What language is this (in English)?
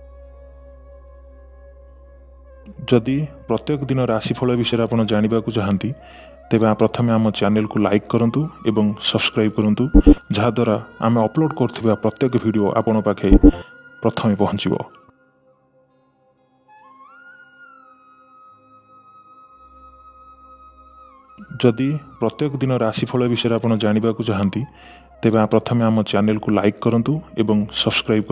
Odia